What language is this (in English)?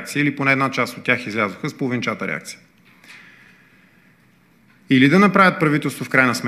Bulgarian